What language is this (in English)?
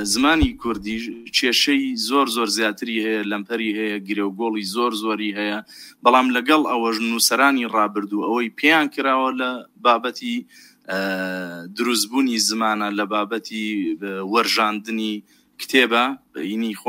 Central Kurdish